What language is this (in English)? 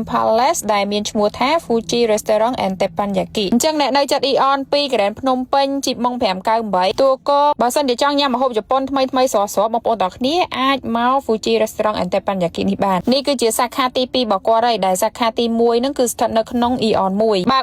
Khmer